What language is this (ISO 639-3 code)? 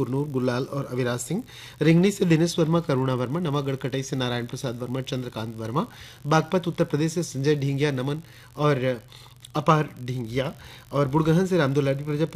hne